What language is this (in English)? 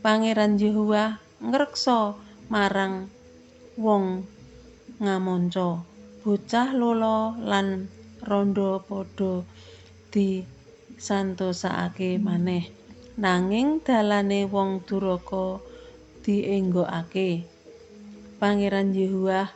Javanese